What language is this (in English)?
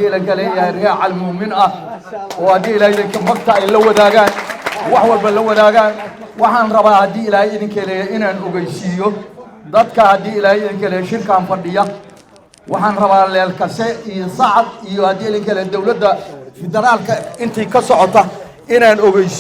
Somali